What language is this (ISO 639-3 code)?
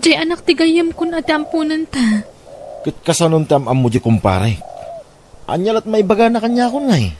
ilo